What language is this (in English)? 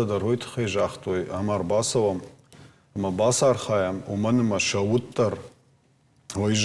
Ossetic